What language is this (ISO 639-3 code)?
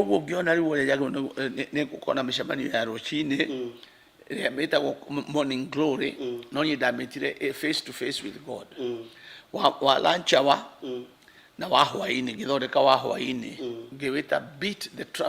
kik